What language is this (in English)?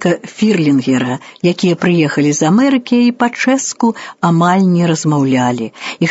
Belarusian